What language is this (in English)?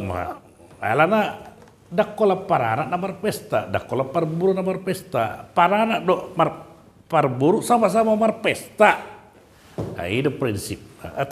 Batak Toba